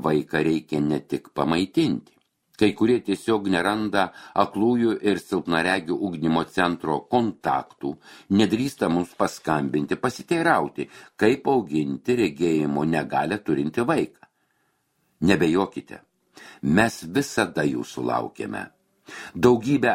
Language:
Lithuanian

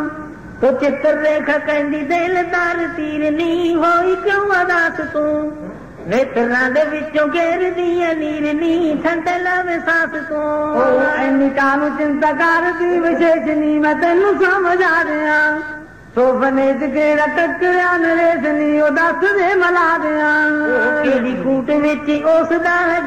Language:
Punjabi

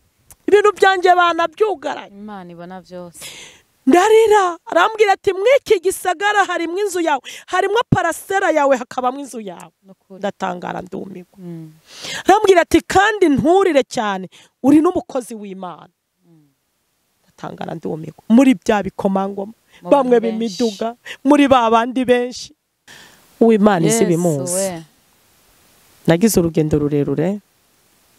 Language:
Rundi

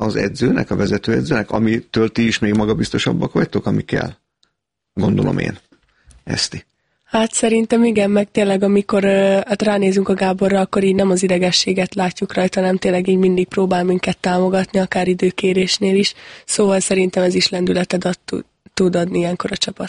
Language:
Hungarian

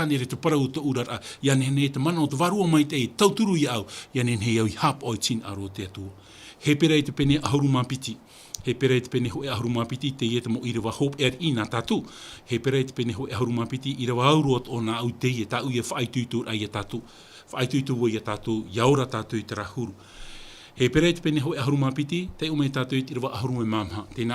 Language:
Tahitian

